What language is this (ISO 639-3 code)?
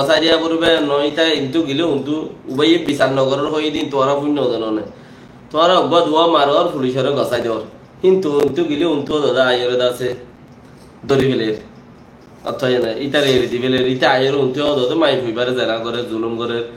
rhg